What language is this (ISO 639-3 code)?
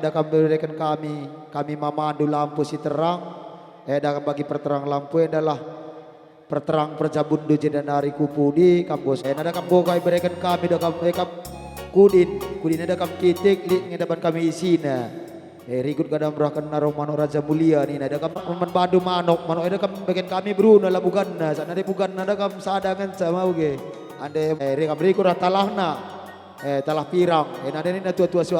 btx